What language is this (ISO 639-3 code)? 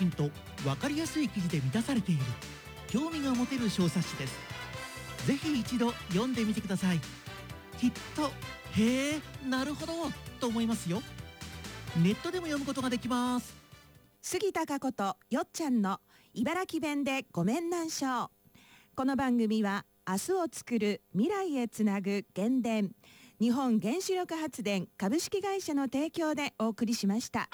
jpn